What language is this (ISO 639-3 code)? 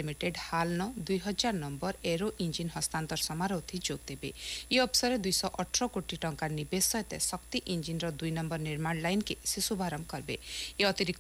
ori